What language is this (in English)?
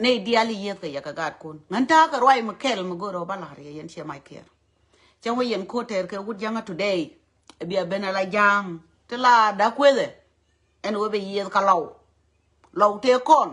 Nuer